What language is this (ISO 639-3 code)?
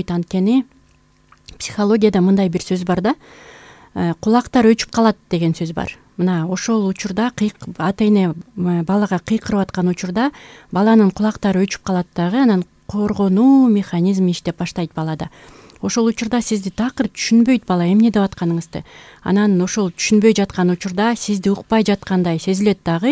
kir